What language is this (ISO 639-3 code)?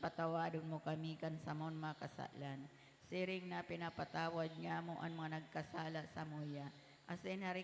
bik